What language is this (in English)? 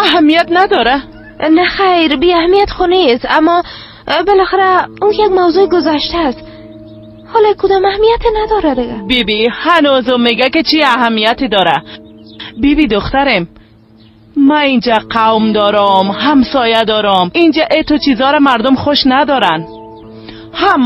Persian